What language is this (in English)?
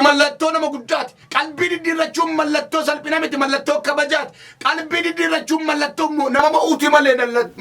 Oromo